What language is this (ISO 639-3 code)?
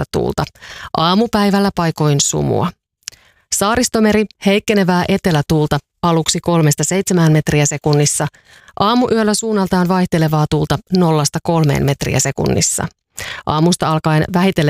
fin